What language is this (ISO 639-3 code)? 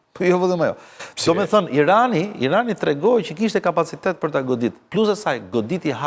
sqi